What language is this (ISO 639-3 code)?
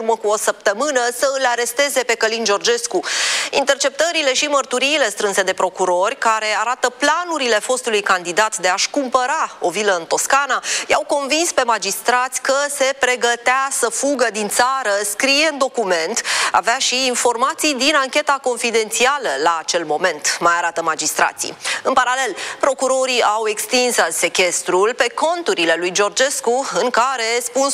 ron